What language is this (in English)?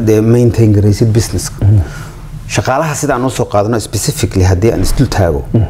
Somali